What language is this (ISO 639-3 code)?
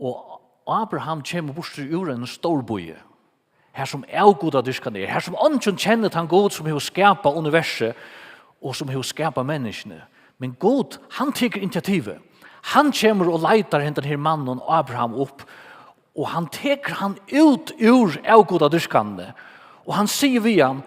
fao